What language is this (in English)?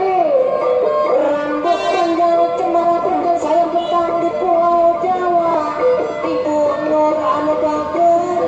Betawi